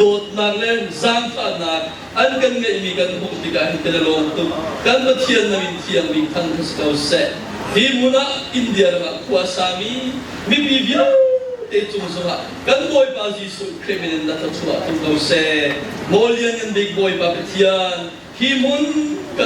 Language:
Hakha Chin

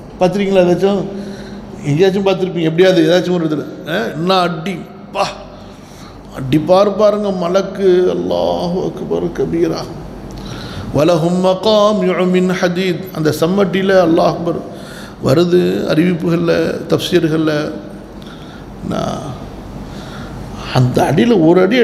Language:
Tamil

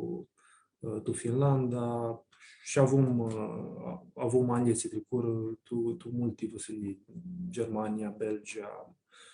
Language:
Aromanian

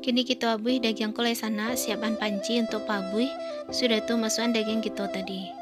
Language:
Minangkabau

